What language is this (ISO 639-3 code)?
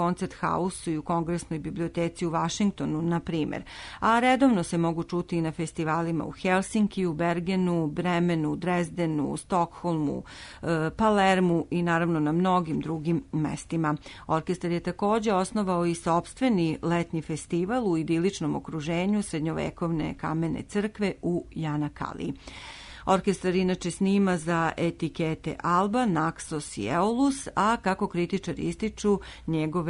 srp